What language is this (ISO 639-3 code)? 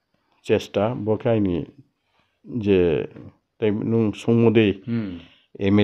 ria